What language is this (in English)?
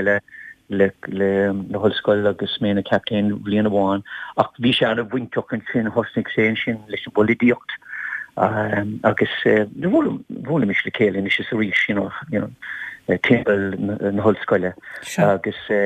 Irish